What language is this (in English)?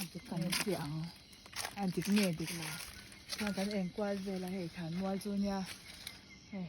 Mizo